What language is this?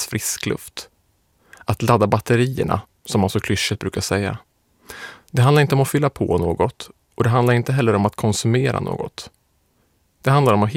Swedish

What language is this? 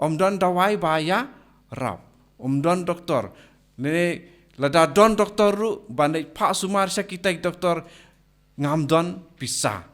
Khasi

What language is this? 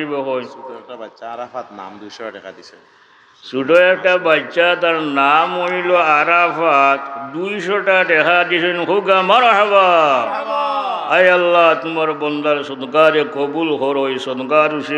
Sylheti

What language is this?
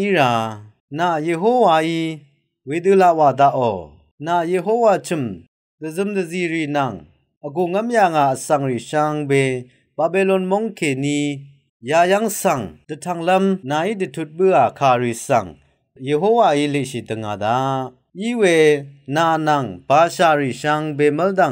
Rawang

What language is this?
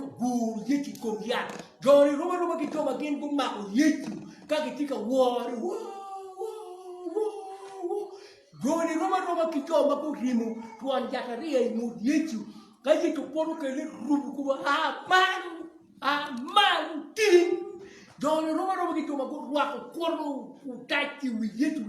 Acoli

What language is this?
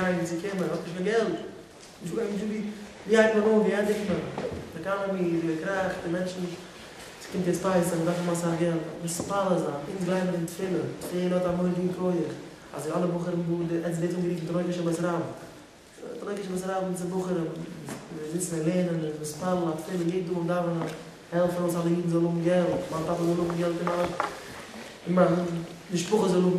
Yiddish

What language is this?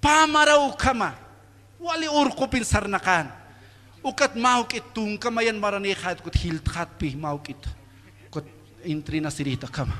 Aymara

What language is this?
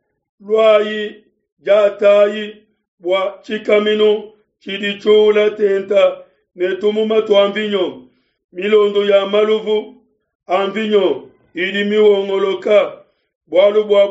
Luba-Lulua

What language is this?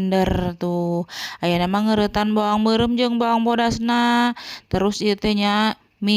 Sundanese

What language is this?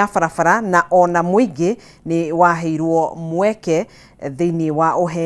Kikuyu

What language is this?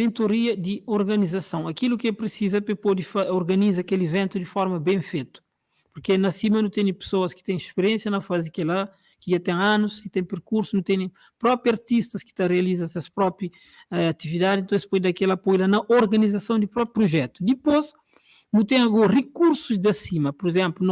Kabuverdianu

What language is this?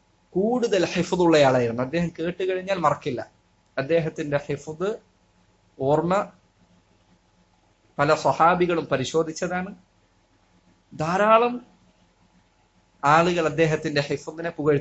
Malayalam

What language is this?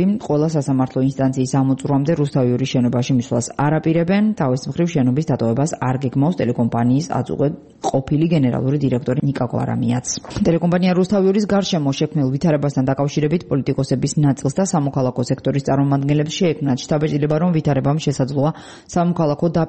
Georgian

